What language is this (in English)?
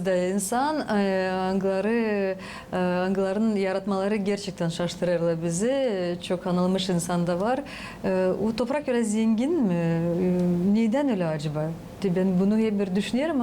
Gagauz